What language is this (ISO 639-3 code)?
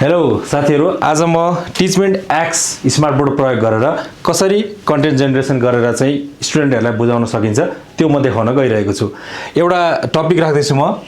nep